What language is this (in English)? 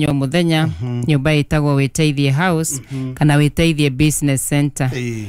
Kikuyu